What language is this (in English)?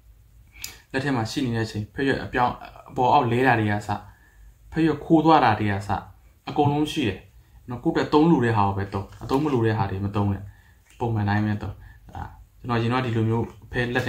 Burmese